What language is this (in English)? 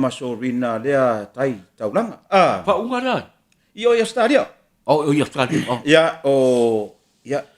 Samoan